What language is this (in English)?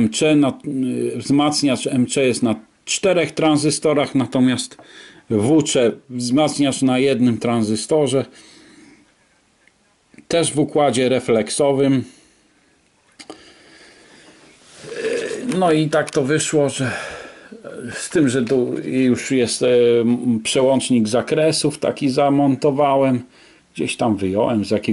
Polish